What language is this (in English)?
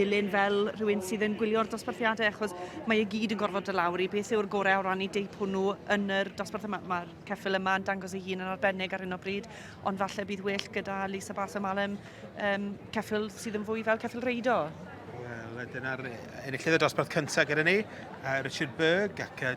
Welsh